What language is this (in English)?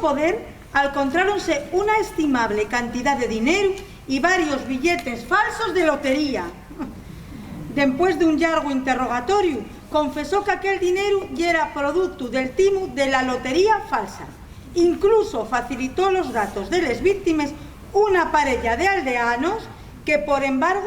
Asturian